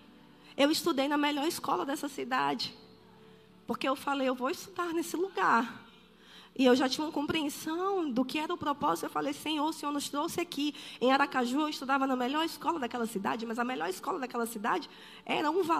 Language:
Portuguese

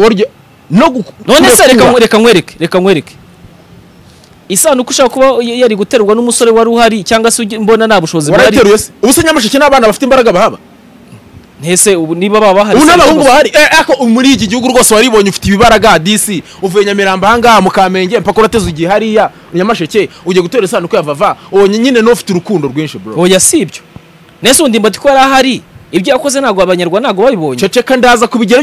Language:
Kinyarwanda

